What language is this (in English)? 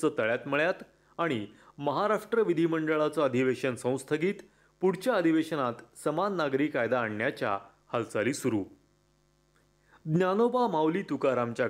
Marathi